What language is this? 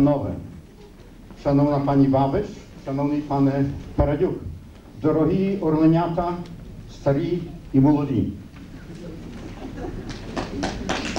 Ukrainian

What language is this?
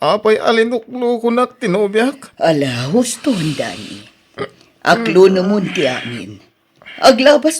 Iloko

